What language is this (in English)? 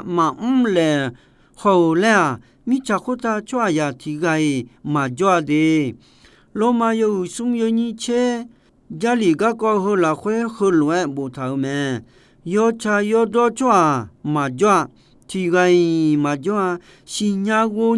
Akha